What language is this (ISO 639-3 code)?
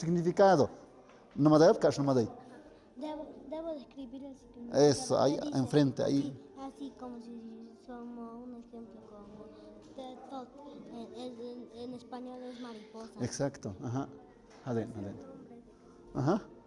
mxp